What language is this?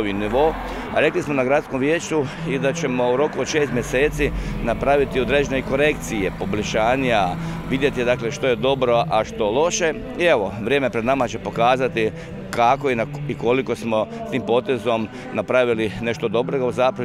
Croatian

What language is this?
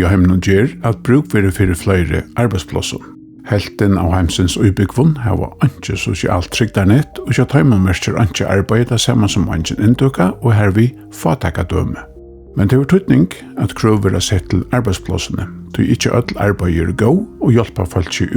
Faroese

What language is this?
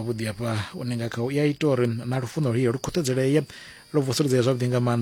Venda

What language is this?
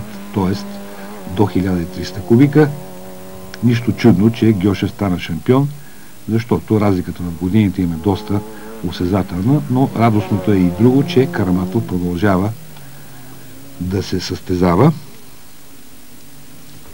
Bulgarian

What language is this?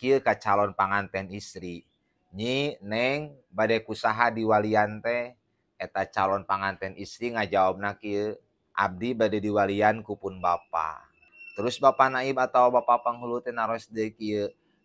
Sundanese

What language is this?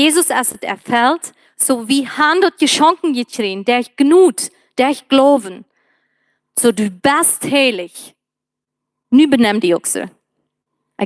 Plautdietsch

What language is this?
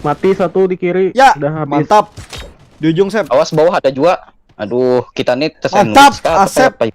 Banjar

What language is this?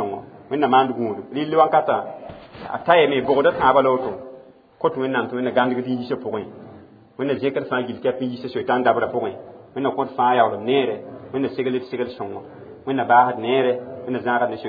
Mossi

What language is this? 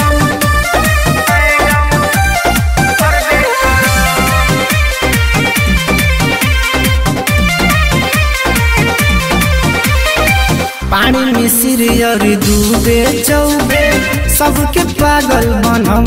Bhojpuri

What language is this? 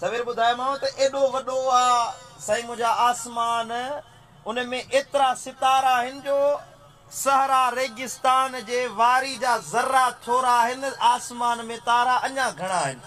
Sindhi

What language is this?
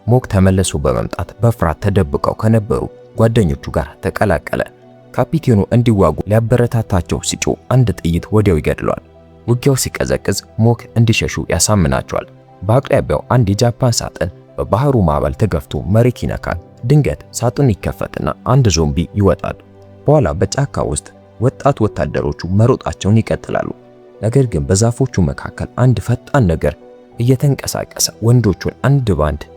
Amharic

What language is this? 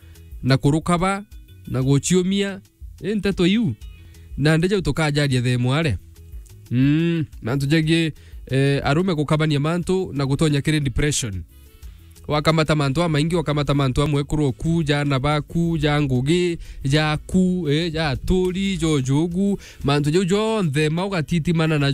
Meru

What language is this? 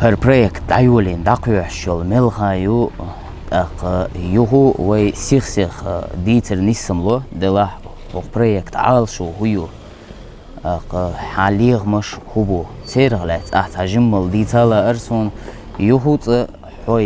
Chechen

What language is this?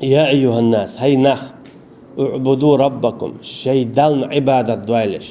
Chechen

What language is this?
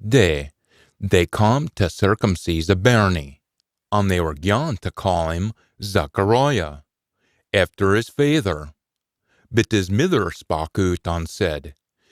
Scots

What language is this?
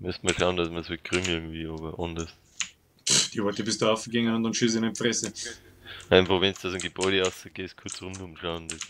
Bavarian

